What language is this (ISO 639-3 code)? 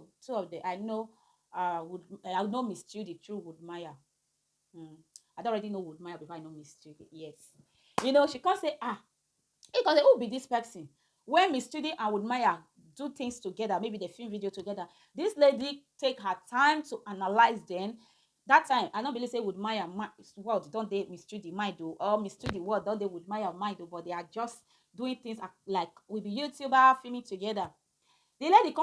pcm